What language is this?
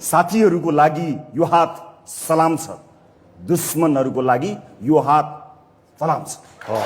Nepali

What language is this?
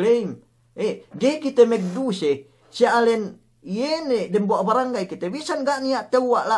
Yakan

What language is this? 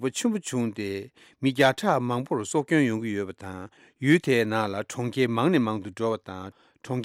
Tibetan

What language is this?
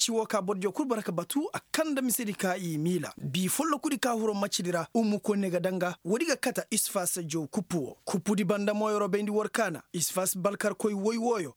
Koyraboro Senni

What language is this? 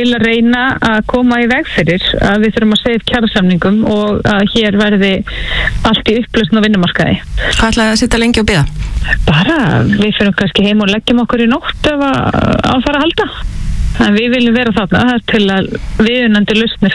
Icelandic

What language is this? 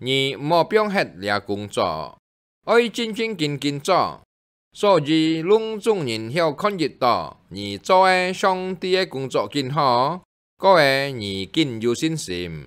Hakka Chinese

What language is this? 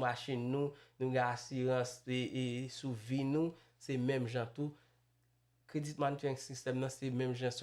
Haitian Creole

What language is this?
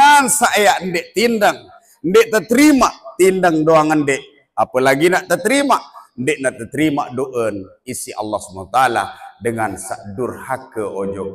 Sasak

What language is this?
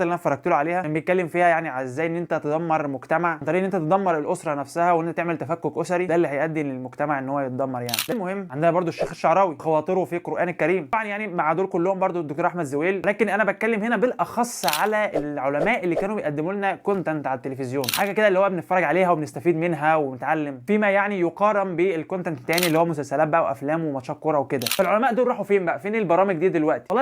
Egyptian Arabic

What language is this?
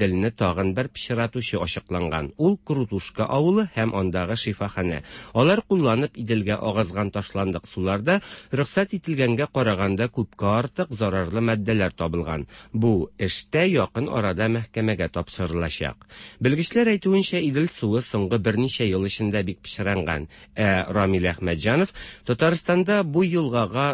Tatar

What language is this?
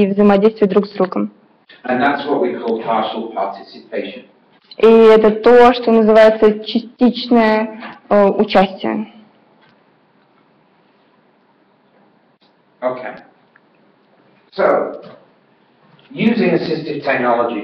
Russian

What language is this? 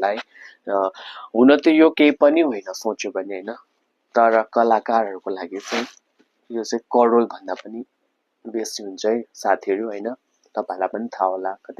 Nepali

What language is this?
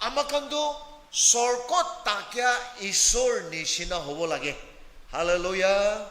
Naga Pidgin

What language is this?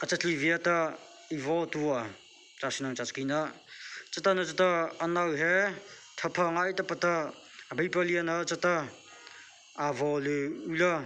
Mara Chin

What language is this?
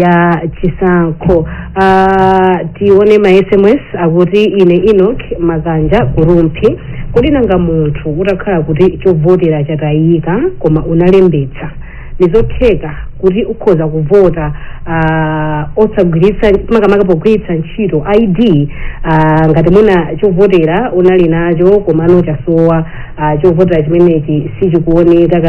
Nyanja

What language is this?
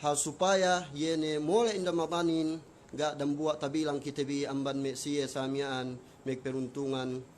Yakan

